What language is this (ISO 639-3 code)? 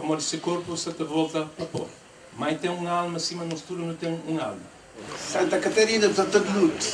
kea